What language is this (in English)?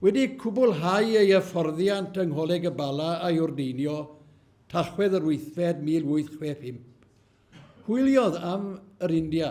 Welsh